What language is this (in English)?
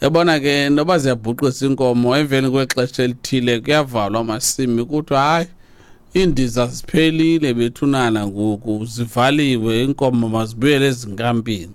Xhosa